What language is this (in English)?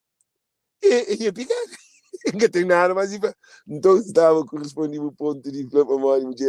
Kabuverdianu